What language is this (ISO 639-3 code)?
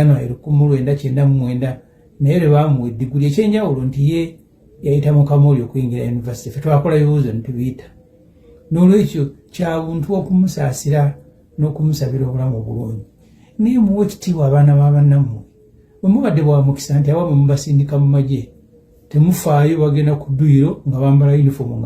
lug